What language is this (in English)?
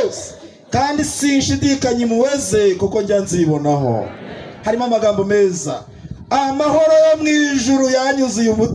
Kinyarwanda